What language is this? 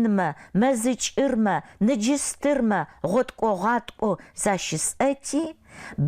Adyghe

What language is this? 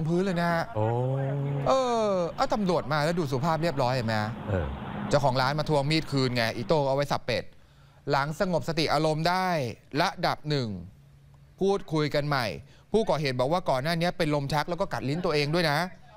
Thai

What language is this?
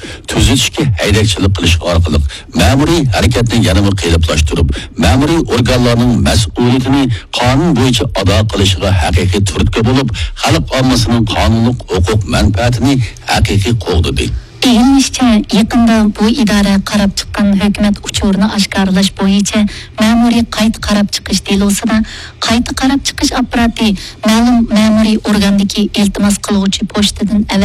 Uyghur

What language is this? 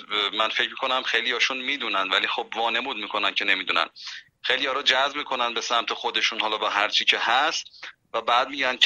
Persian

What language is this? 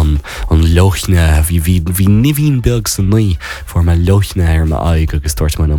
Irish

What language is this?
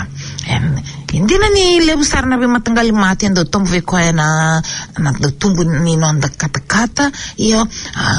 Fijian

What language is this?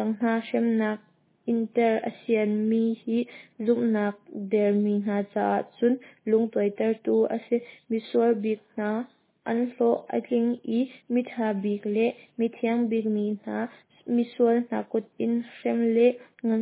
Hakha Chin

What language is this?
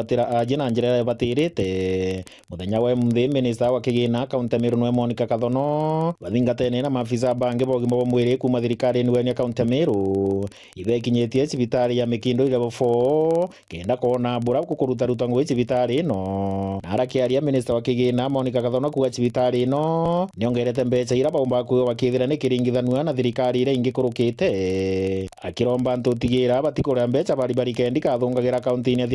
Meru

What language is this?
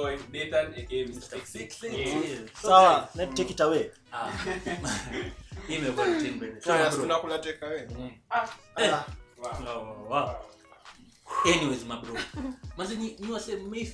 Swahili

